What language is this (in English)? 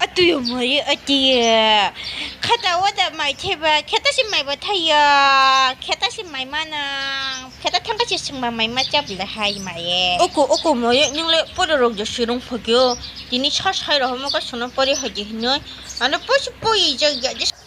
Kok Borok